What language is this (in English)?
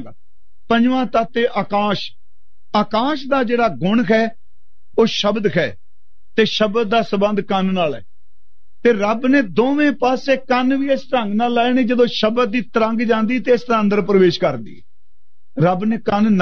Punjabi